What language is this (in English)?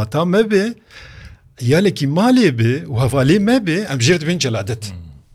Kurdish